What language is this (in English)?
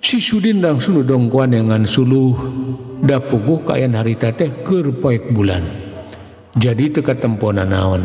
Sundanese